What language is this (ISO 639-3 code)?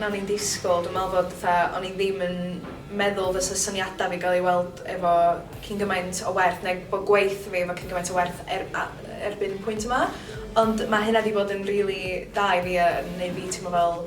cym